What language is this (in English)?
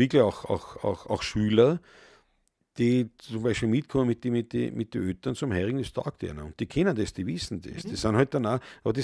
Bavarian